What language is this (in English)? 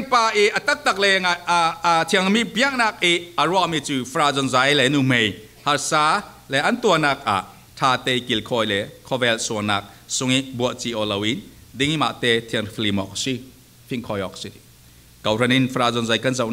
Falam Chin